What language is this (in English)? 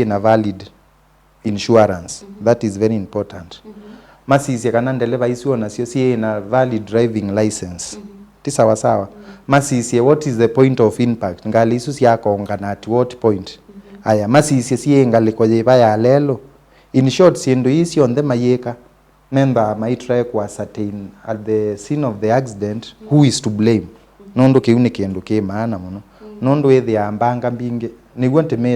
Kamba